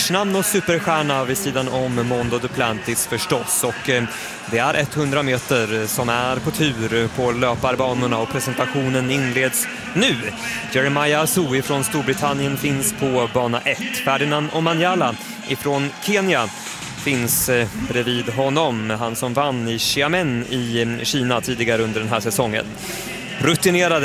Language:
Swedish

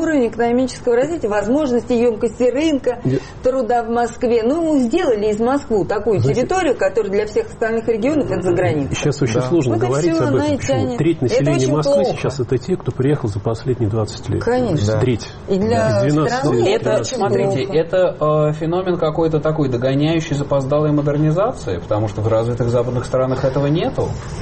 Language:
Russian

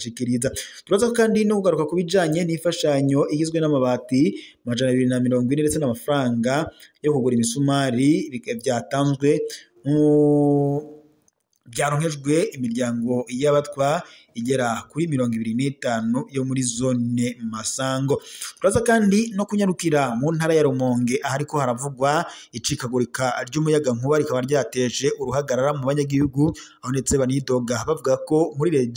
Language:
Rundi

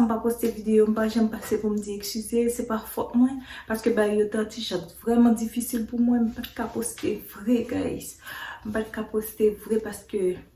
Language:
Haitian Creole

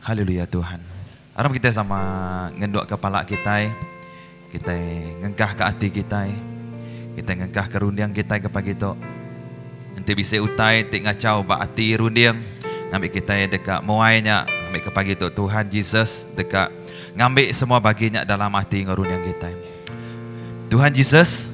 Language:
Iban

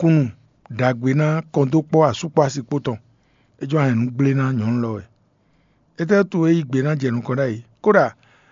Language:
Fon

